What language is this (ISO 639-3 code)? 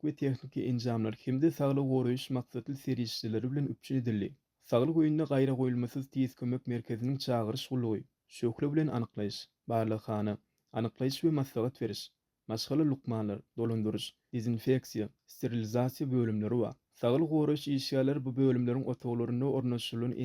tuk